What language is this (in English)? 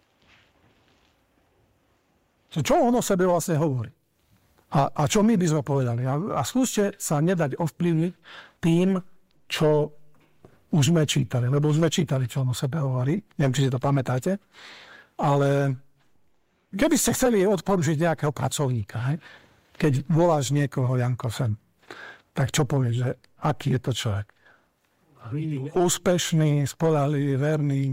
Slovak